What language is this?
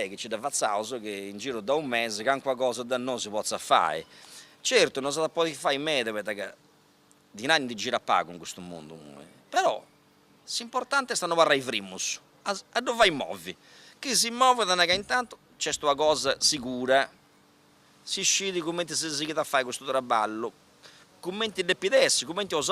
Sardinian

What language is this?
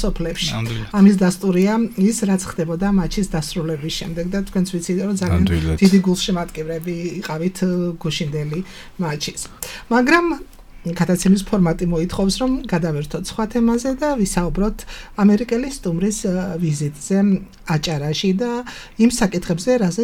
Georgian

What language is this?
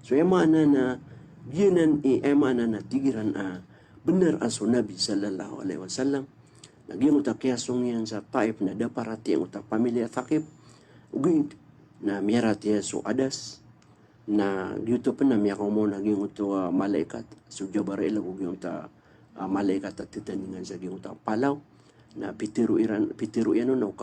Maranao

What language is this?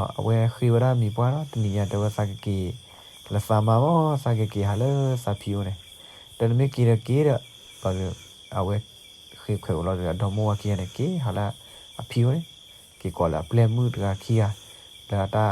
S'gaw Karen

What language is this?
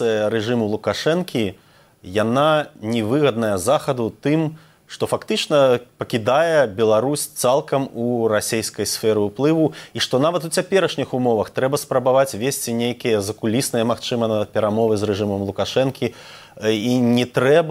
Belarusian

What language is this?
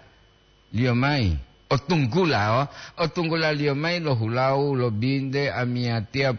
Gorontalo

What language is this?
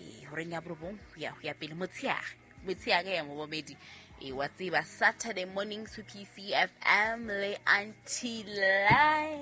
Southern Sotho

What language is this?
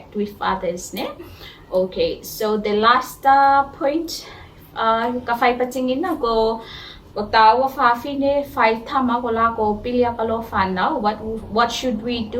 Tuvalu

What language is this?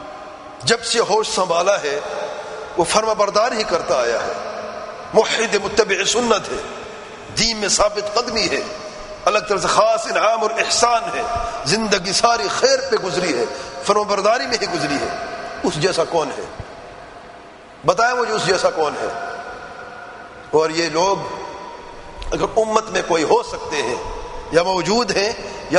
Urdu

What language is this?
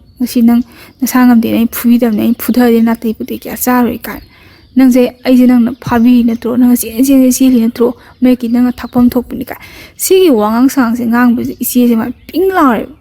Manipuri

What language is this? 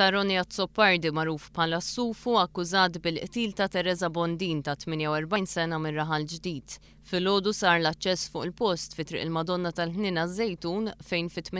Maltese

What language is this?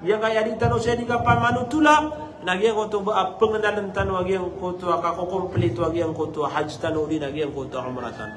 Maranao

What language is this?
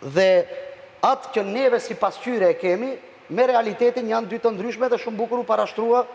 Albanian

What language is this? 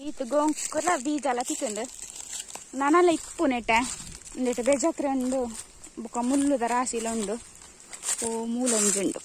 Tulu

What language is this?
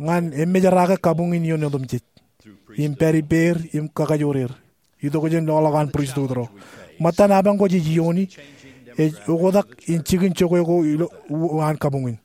Marshallese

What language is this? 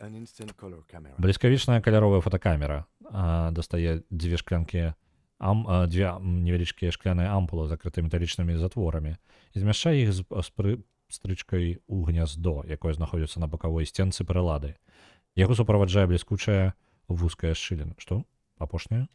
Belarusian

